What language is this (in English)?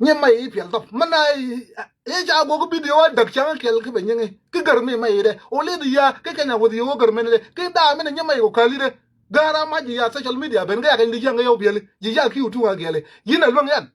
Nuer